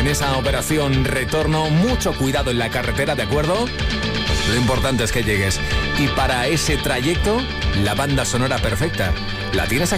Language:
Spanish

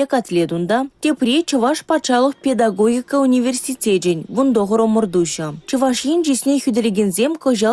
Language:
Chuvash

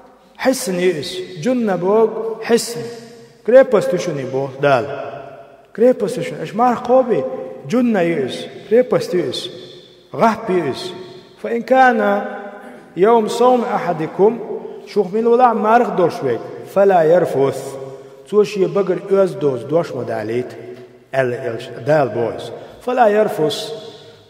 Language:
Chechen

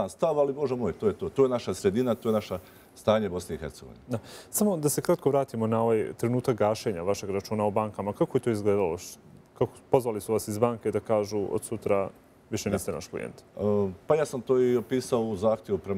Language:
Bosnian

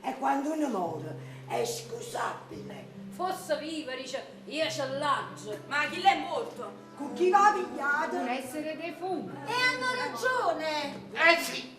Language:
Neapolitan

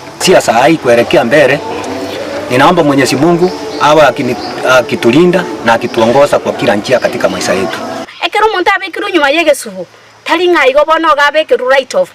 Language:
Gusii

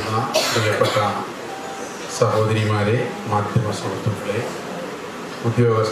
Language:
Malayalam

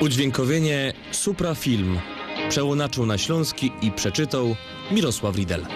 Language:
Silesian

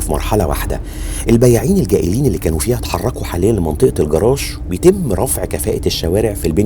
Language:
Egyptian Arabic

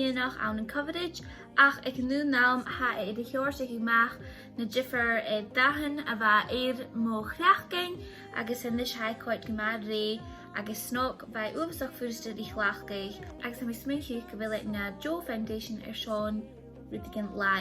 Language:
Scottish Gaelic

